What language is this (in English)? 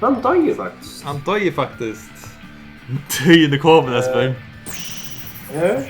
Faroese